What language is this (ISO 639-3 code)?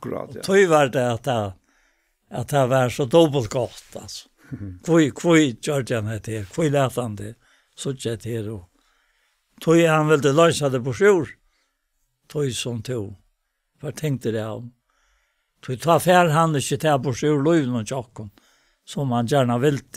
fao